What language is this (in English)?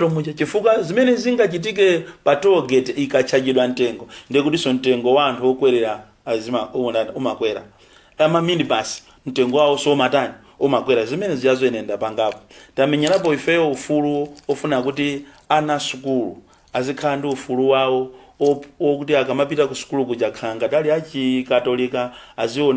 Nyanja